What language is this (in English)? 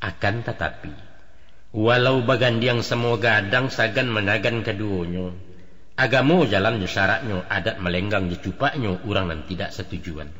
Minangkabau